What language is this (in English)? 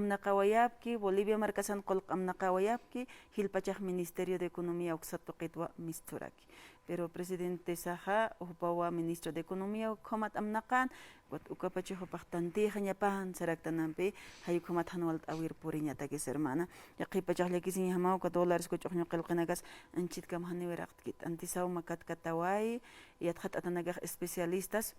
Aymara